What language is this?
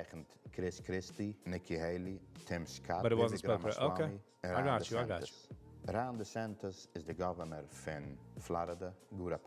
Yiddish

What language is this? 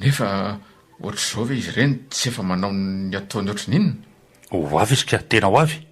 Malagasy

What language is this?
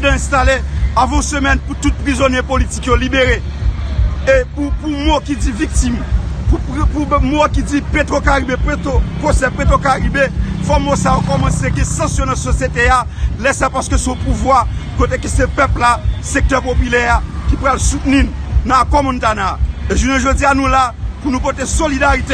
Haitian Creole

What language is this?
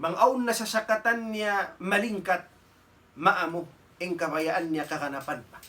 Tausug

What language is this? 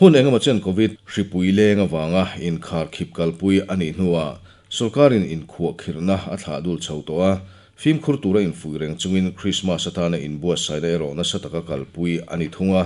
Mizo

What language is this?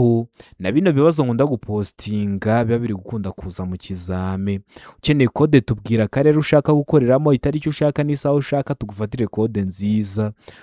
Kinyarwanda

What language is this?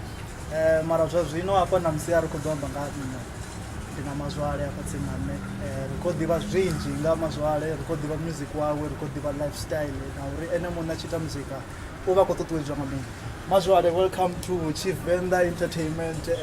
Venda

